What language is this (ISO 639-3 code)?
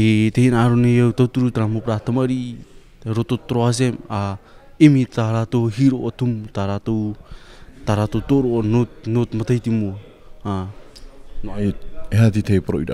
tah